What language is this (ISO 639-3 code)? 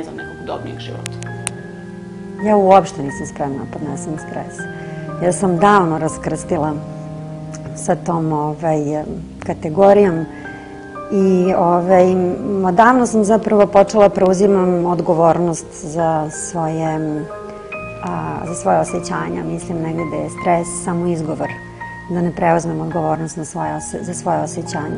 srp